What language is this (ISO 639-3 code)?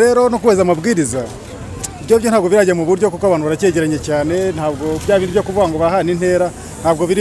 kin